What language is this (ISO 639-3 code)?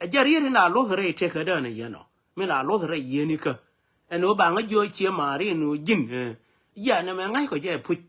nus